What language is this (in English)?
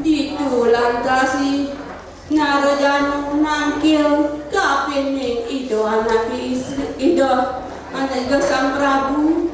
Balinese